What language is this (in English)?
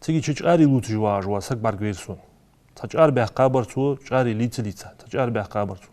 Ingush